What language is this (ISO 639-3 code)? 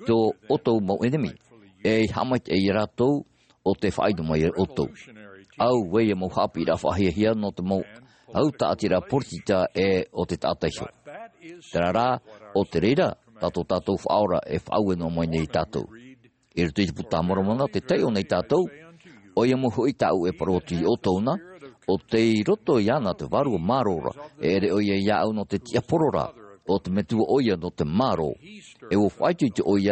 tah